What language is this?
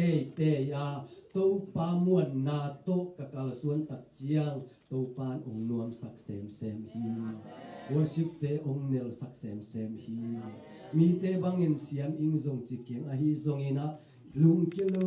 Tedim Chin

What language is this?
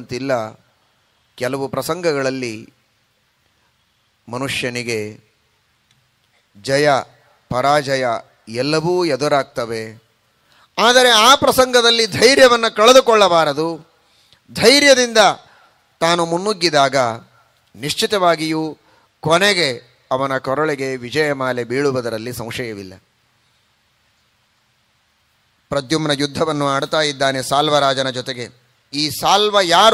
Kannada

